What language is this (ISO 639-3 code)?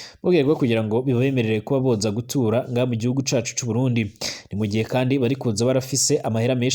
run